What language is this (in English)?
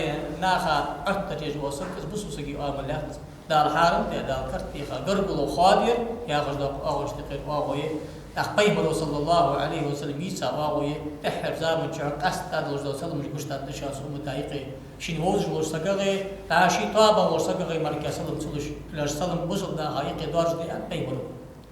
Ingush